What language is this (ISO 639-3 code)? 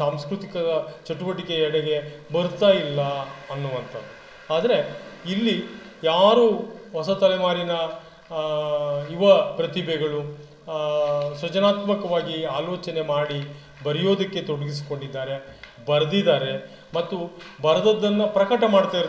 kan